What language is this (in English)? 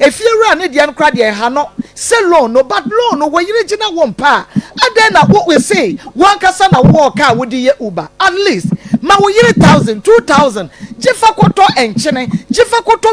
Akan